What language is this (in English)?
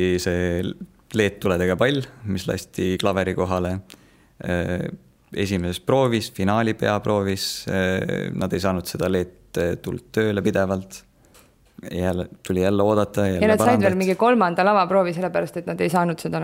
Estonian